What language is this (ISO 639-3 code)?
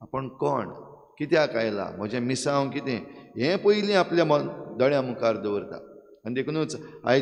kok